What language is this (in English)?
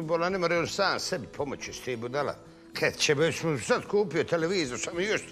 Bosnian